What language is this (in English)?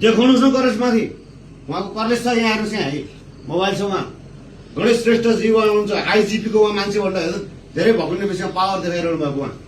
Nepali